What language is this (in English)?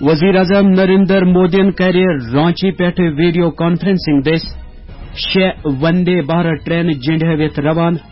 Kashmiri